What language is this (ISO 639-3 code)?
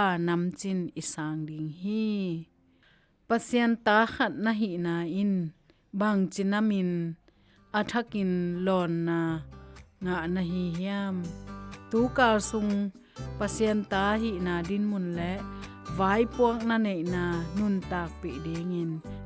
ctd